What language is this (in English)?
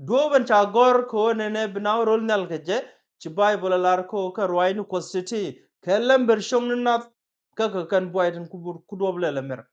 Nuer